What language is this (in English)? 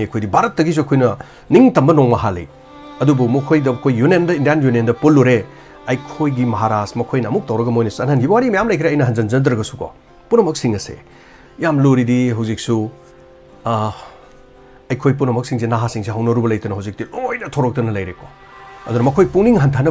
Manipuri